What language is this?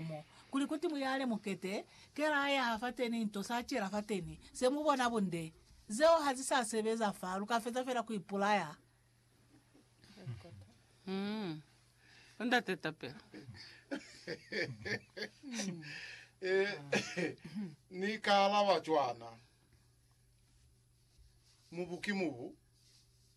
Lozi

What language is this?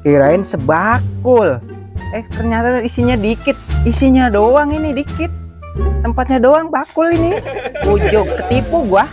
Betawi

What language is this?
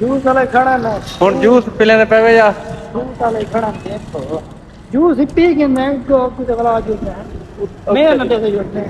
Saraiki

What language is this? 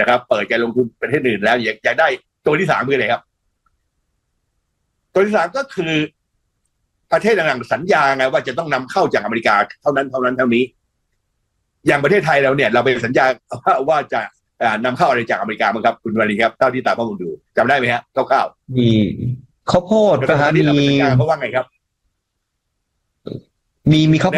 Thai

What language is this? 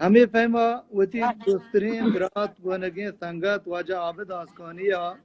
Baluchi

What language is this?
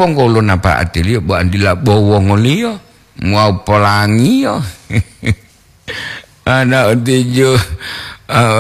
Gorontalo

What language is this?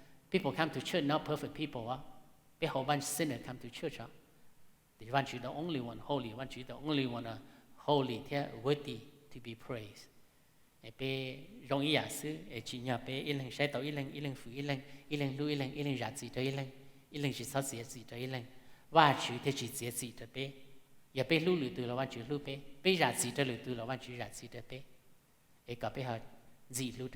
Hmong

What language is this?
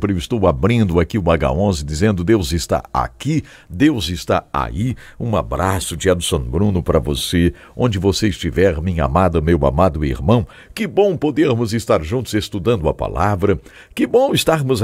Portuguese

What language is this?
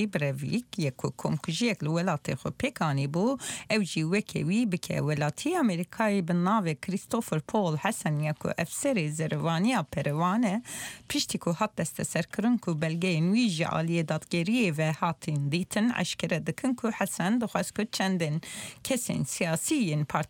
Central Kurdish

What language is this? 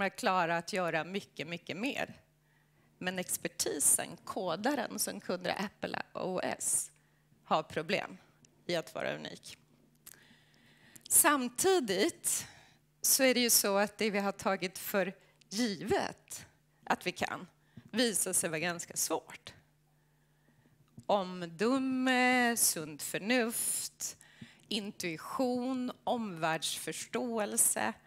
Swedish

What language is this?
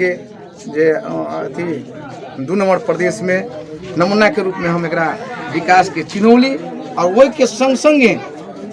Maithili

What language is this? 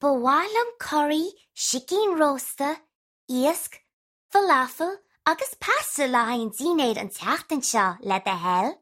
Irish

